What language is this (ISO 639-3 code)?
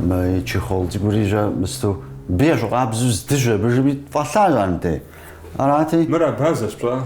kbd